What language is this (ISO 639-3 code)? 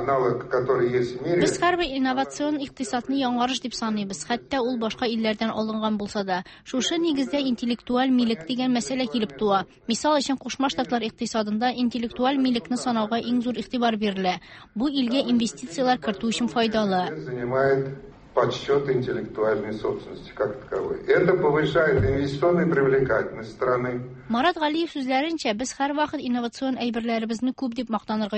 tat